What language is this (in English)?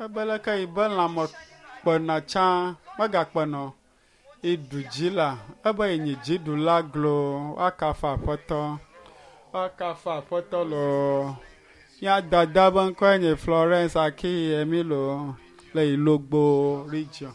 Ewe